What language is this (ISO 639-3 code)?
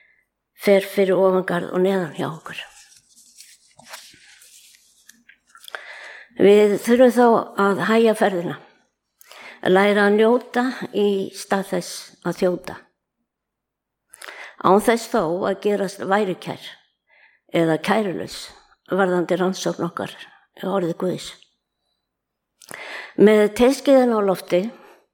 isl